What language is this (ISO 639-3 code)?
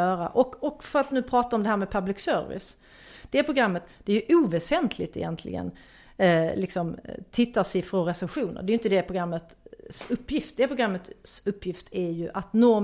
swe